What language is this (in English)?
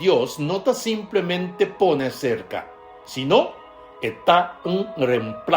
Papiamento